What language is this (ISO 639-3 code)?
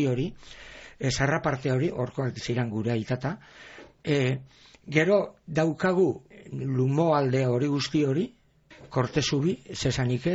eus